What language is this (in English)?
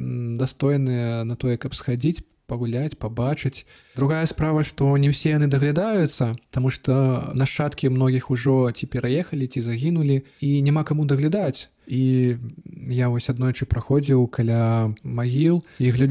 Belarusian